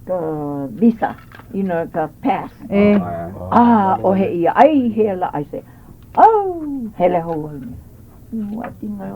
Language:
Hawaiian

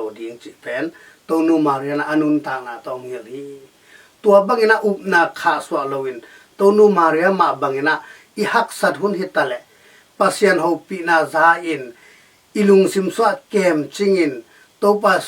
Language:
Tedim Chin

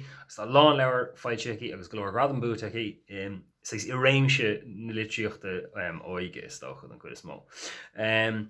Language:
Irish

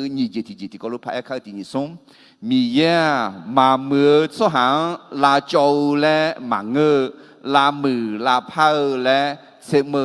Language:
Akha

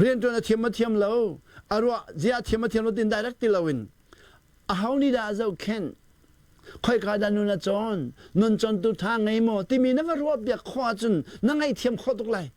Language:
Hakha Chin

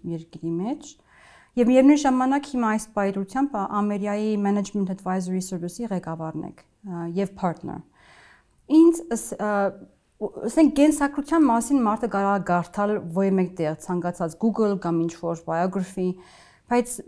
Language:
Armenian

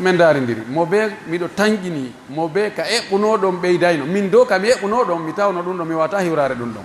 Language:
Pular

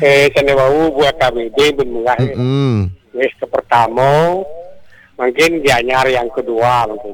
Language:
Balinese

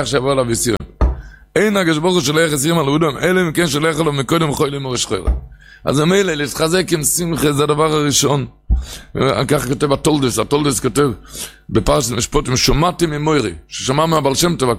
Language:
Hebrew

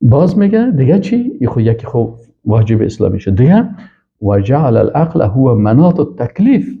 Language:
Persian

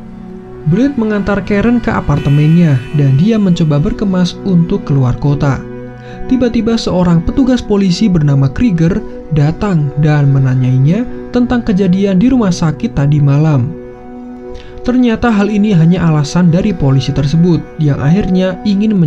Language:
Indonesian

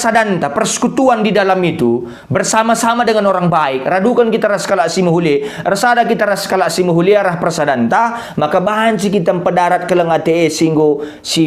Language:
Batak Karo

